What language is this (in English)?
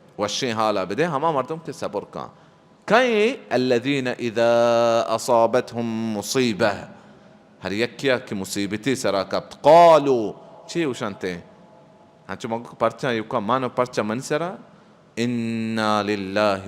Baluchi